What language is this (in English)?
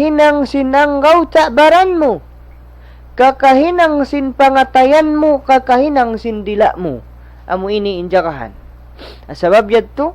Tausug